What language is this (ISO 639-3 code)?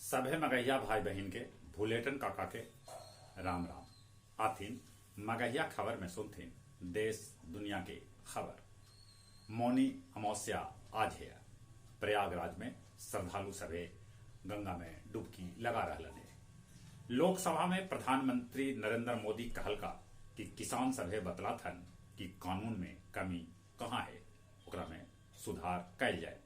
mag